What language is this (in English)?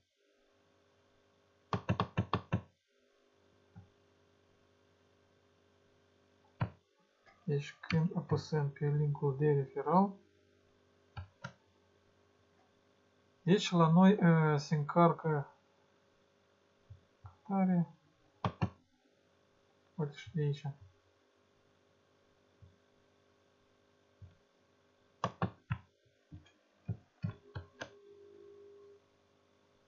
Romanian